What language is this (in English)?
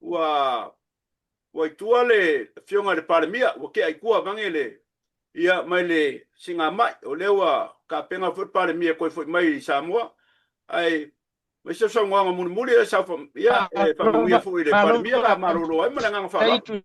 Samoan